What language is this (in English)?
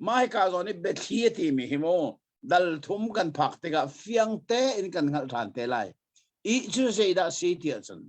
Hakha Chin